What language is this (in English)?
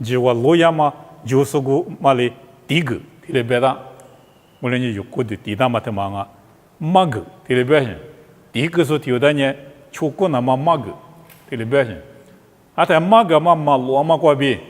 Lisu